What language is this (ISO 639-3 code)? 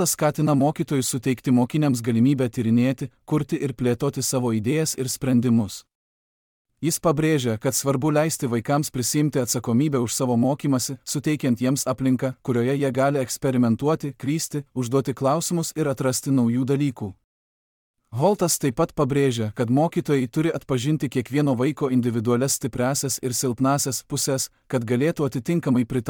lit